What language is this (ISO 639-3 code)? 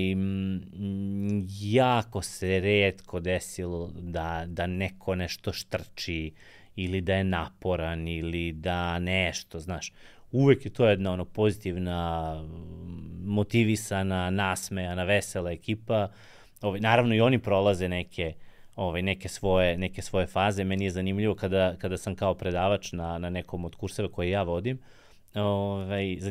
srp